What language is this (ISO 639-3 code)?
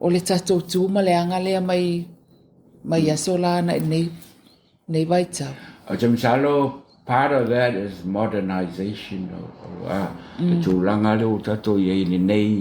smo